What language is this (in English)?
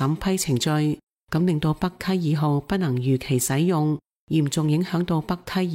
Cantonese